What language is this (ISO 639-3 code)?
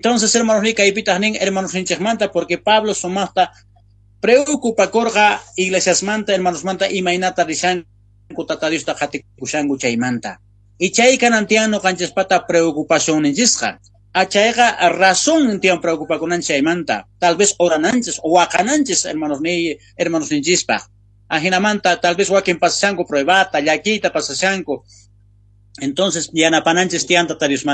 quh